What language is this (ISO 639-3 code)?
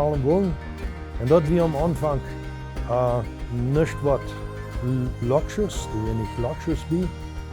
pdt